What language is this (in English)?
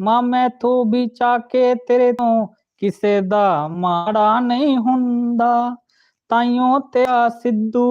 Dogri